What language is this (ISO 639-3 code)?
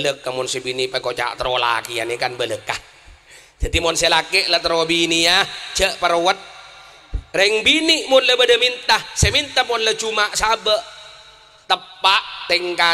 mad